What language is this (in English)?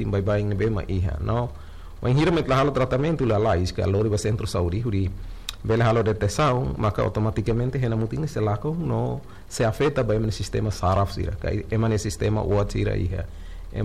Tetum